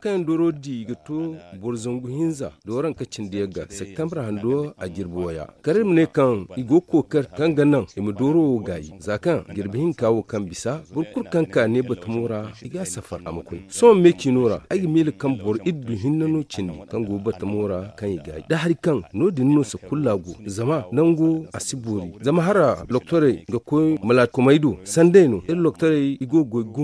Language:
Zarma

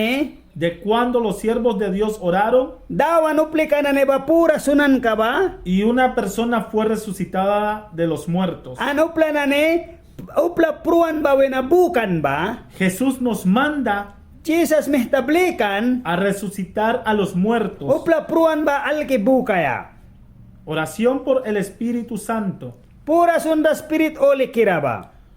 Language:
Mískito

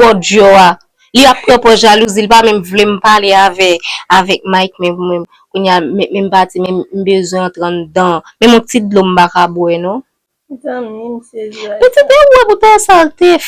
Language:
Haitian Creole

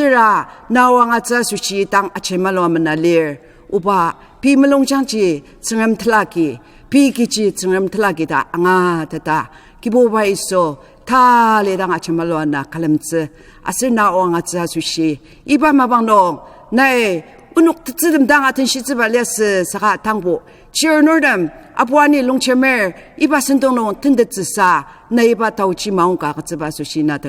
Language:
Ao Naga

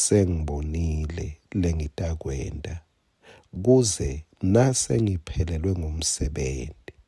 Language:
Swati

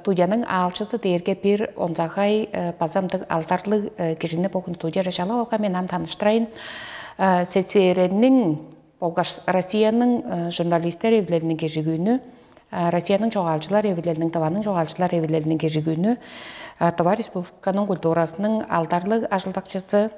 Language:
Tuvinian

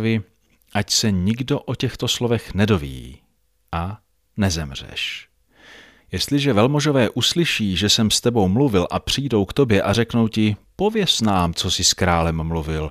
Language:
Czech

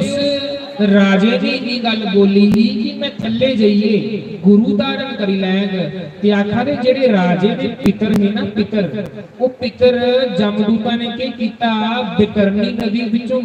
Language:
Dogri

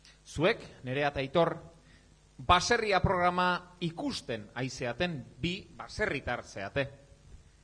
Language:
Basque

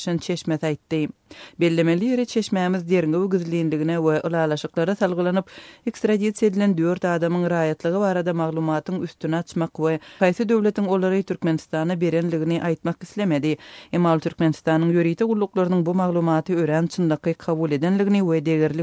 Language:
Turkmen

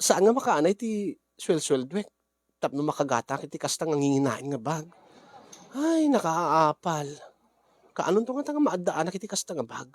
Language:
Iloko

